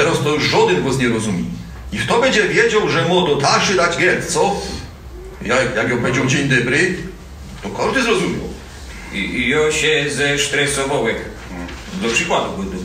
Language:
Silesian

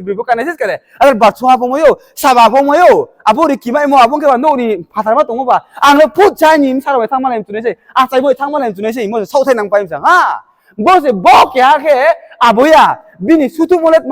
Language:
Riang (India)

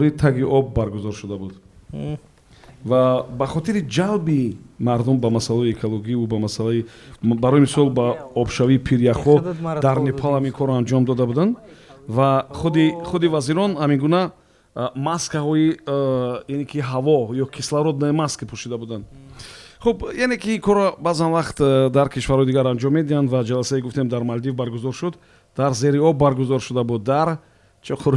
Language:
Tajik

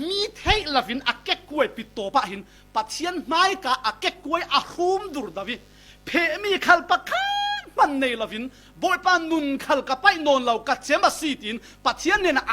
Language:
Falam Chin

